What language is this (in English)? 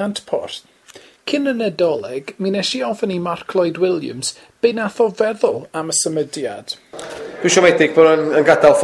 Welsh